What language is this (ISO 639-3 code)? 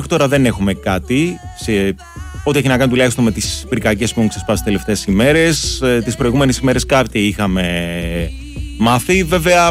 ell